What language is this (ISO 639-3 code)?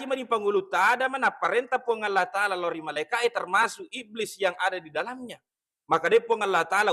bug